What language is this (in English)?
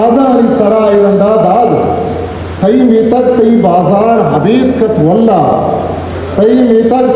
Eastern Balochi